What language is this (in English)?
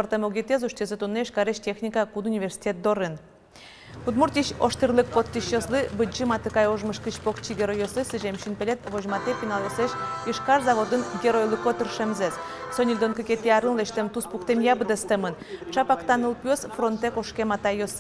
Udmurt